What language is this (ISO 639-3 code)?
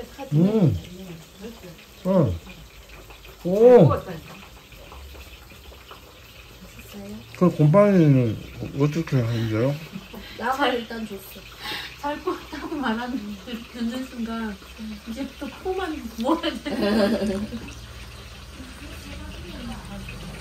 kor